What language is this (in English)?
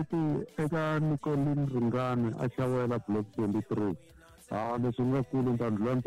Tsonga